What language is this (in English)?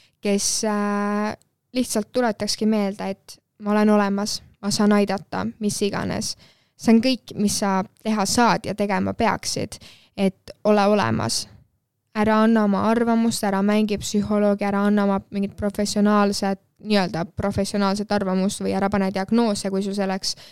Estonian